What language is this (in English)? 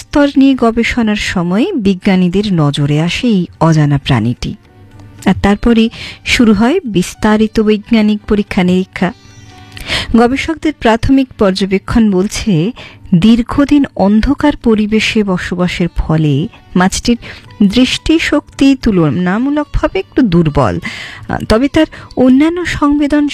Bangla